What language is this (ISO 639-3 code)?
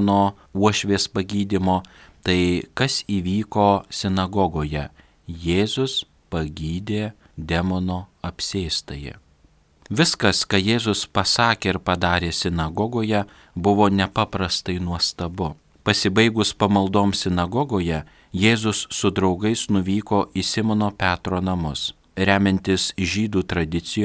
lit